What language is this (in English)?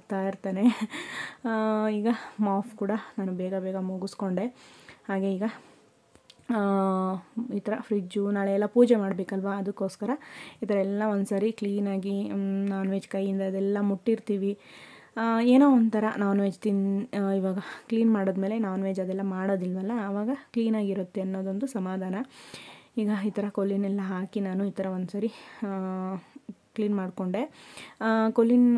Kannada